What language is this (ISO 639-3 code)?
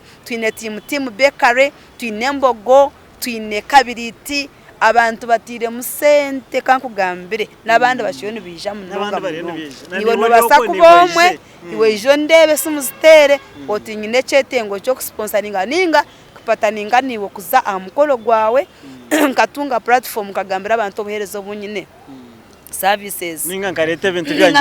nyn